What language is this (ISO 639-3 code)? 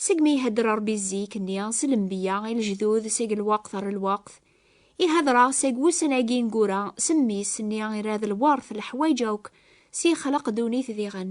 kab